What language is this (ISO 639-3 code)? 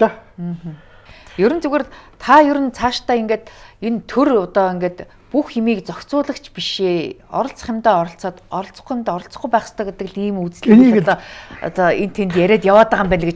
mon